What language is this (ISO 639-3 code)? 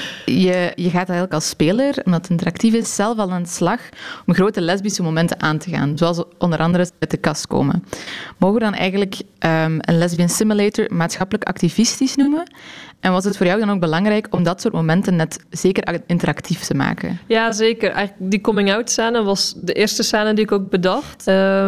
nld